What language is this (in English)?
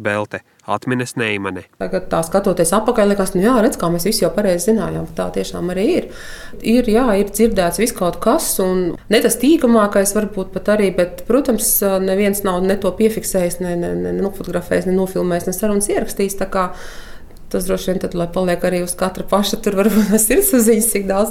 Latvian